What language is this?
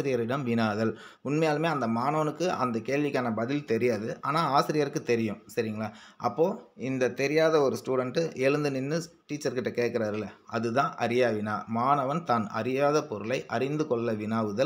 Tamil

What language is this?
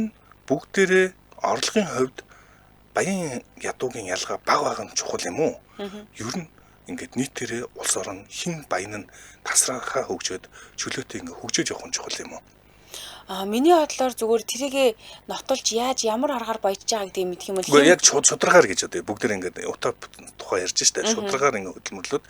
Mongolian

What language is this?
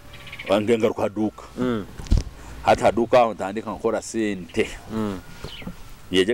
Nyoro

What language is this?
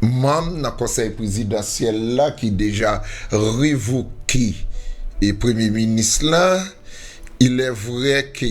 Haitian Creole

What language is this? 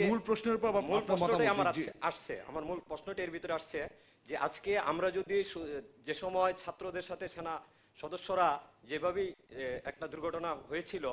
Bangla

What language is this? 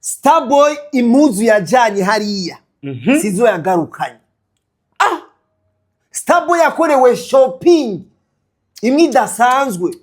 Rundi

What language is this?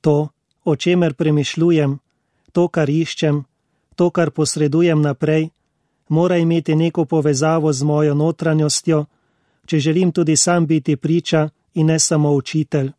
Slovenian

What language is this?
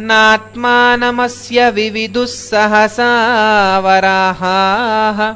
Sanskrit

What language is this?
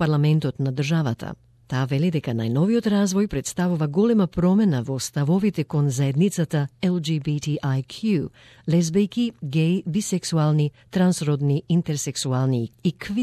Macedonian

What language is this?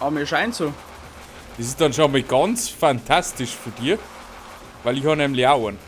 Bavarian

